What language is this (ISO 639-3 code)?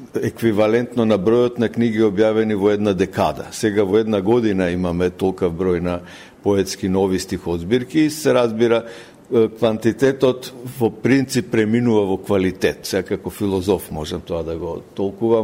mkd